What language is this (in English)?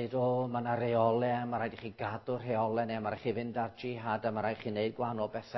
Welsh